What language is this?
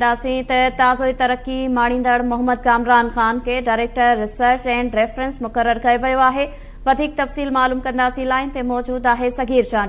Sindhi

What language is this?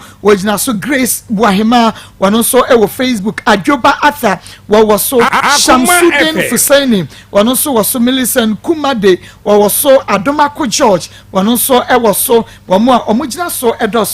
Akan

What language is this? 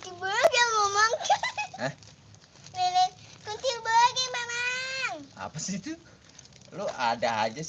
Betawi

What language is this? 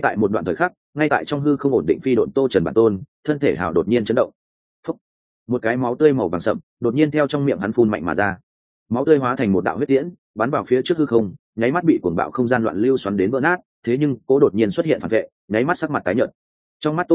Vietnamese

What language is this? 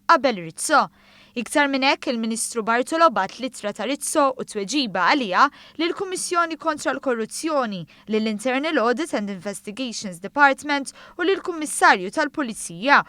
Maltese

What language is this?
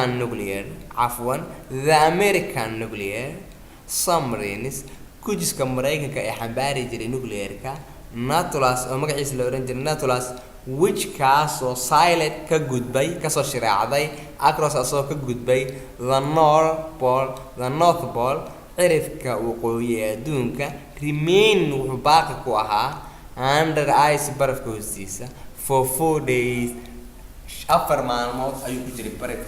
Somali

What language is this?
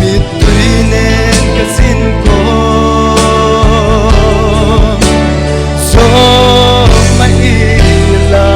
Paite Chin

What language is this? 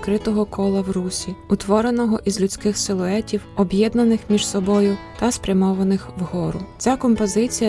Ukrainian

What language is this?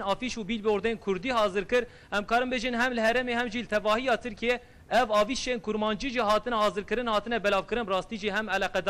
Kurdish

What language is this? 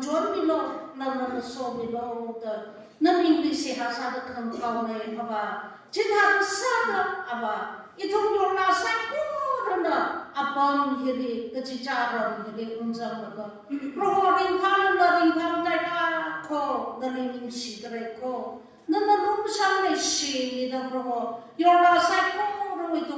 Tangkhul Naga (India)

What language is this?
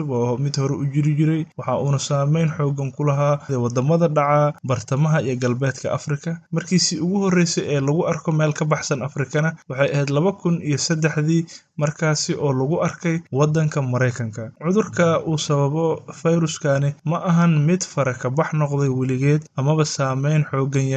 Somali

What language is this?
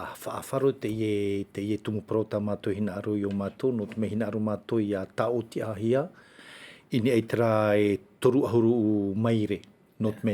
Tahitian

